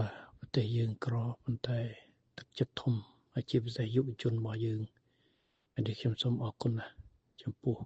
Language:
Khmer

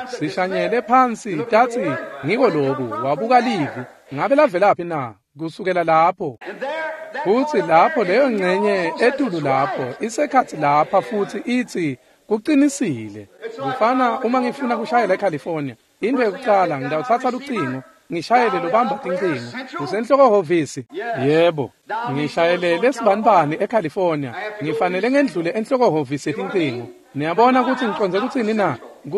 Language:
Swati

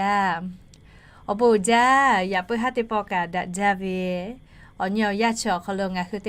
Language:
Lahu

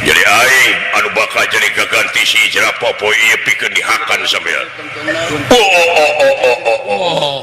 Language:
Sundanese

